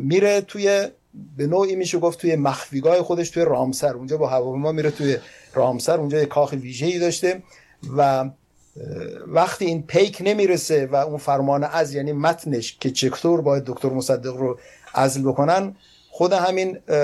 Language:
Persian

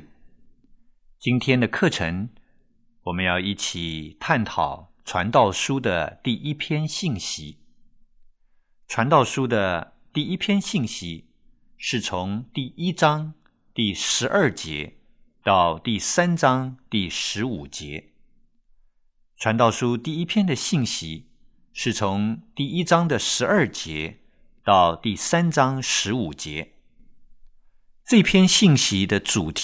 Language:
Chinese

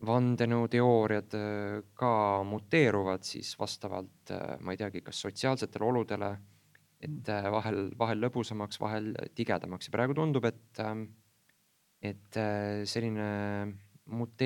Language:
Estonian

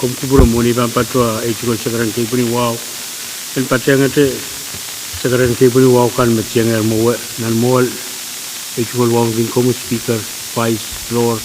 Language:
Pohnpeian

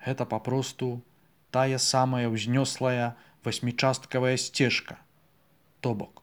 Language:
Belarusian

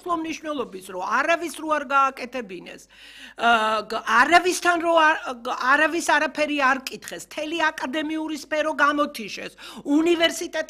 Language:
Georgian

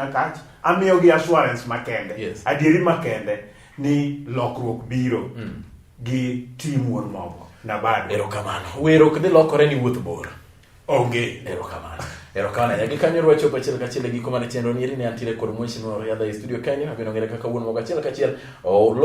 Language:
Luo (Kenya and Tanzania)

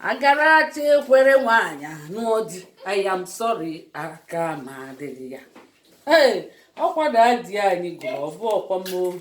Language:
Igbo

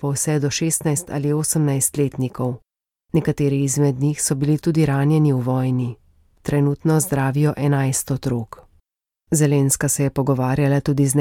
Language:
Slovenian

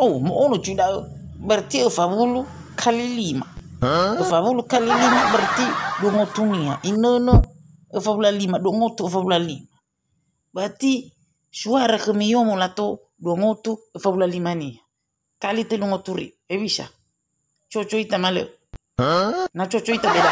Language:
Nias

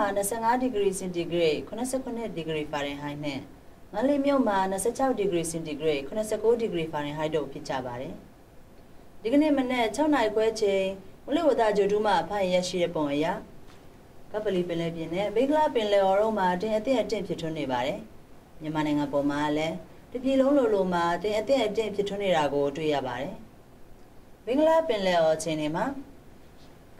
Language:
Burmese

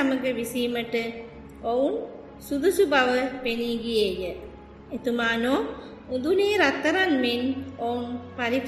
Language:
Sinhala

